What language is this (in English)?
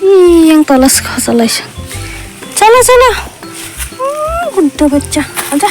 Kok Borok